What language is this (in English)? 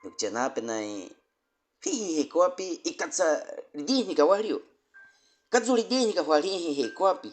Baniwa